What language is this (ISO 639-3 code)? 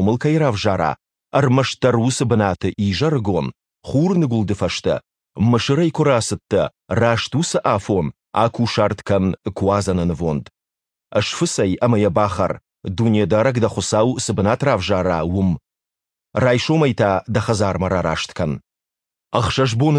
oss